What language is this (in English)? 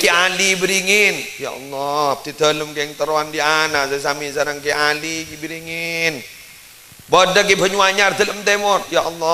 Madurese